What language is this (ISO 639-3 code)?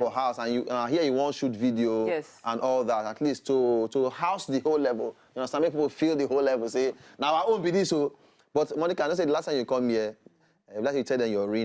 pcm